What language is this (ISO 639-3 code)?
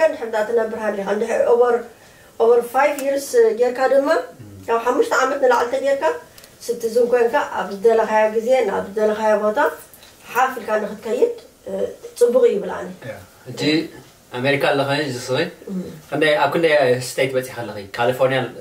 tir